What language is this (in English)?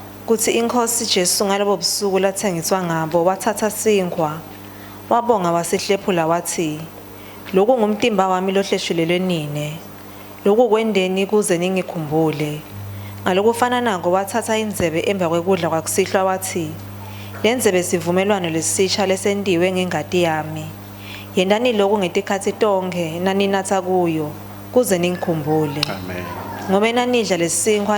Swati